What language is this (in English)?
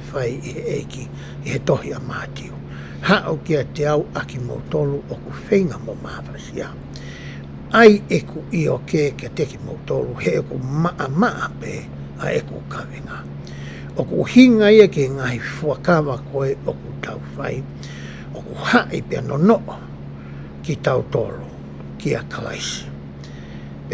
Tongan